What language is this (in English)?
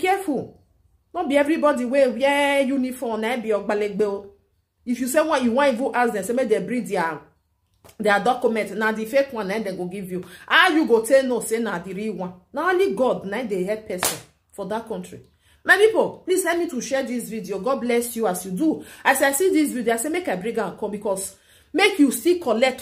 Nigerian Pidgin